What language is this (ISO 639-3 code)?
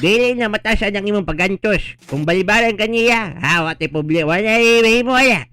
ceb